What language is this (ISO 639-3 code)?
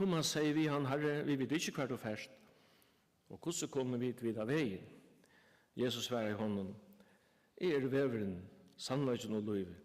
fao